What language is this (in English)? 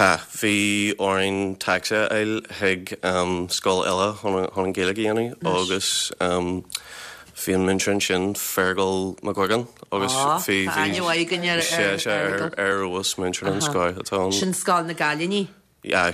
Irish